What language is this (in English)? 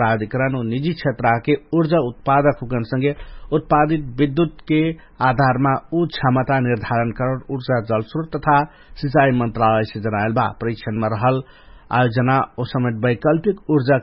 Dangaura Tharu